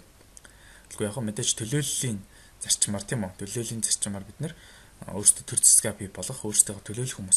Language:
Mongolian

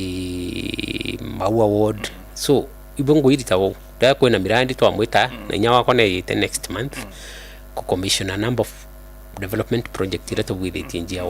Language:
Meru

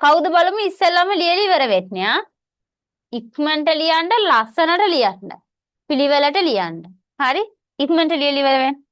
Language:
Sinhala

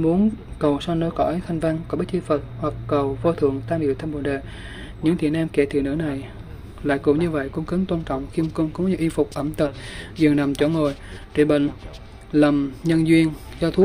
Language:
Vietnamese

